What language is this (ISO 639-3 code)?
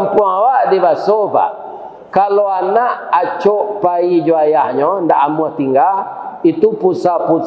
min